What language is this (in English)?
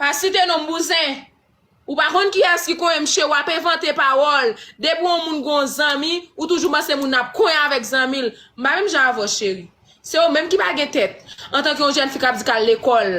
Haitian Creole